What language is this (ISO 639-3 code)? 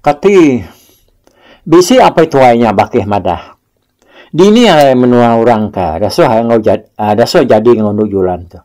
iba